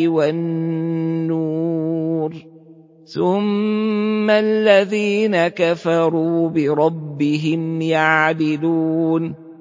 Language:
Arabic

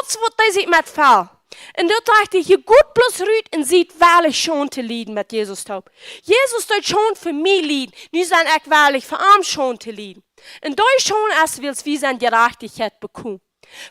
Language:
Plautdietsch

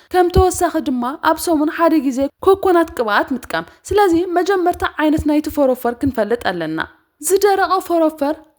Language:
Tigrinya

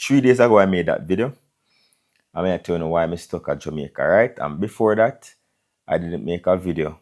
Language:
Jamaican Creole English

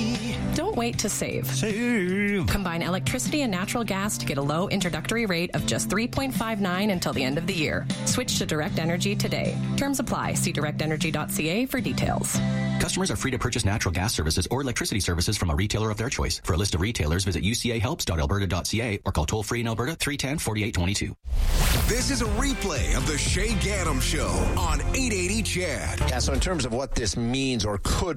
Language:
English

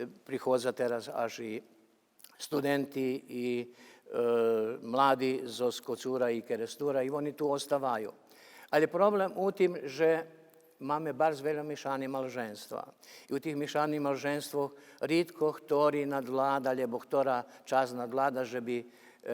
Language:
Rusyn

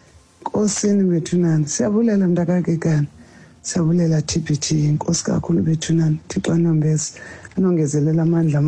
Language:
Xhosa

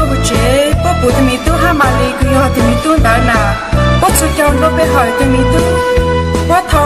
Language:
Hmong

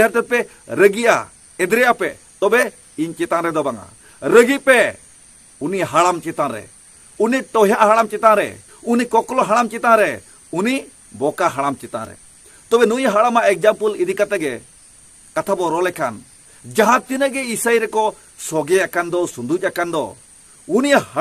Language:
Santali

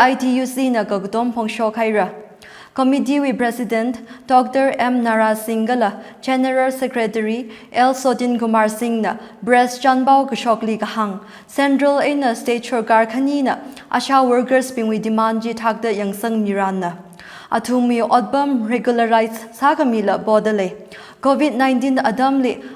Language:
Tangkhul Naga (India)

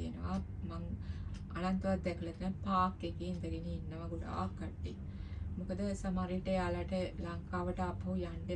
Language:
Sinhala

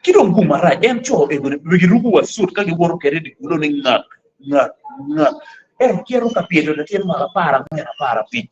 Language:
Acoli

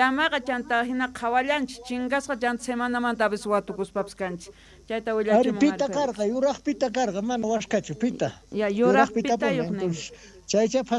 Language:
South Bolivian Quechua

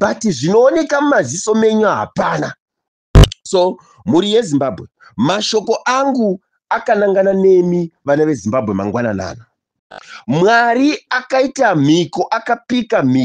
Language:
Shona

